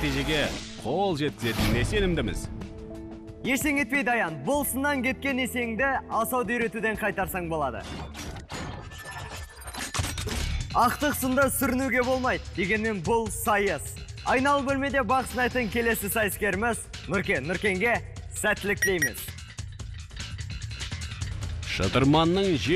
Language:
Kazakh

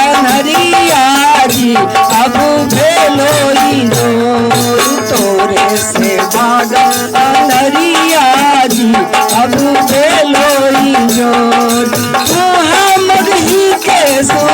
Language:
Magahi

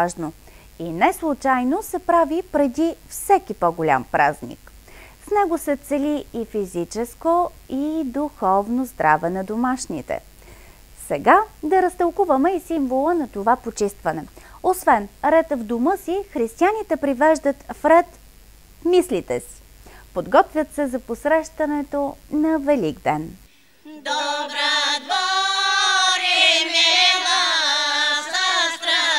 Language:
Bulgarian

